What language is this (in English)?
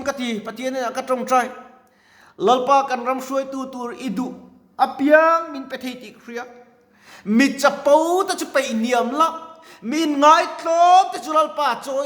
Mizo